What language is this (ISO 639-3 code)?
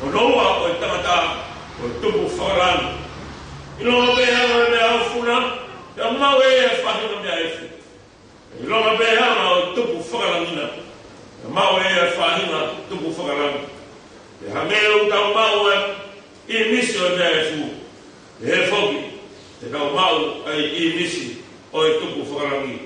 ton